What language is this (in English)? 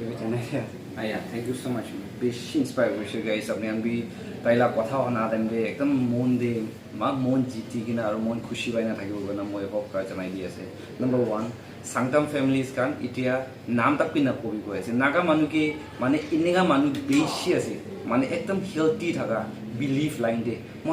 Naga Pidgin